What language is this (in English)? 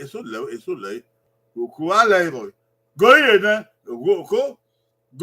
Bini